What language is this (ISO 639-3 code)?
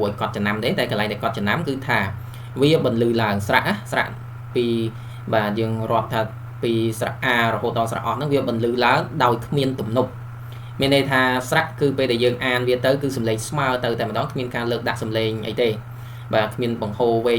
khm